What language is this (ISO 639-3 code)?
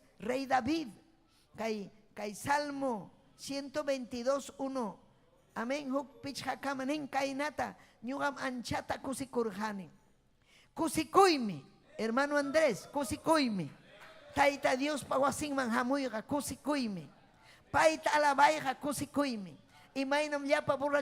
quy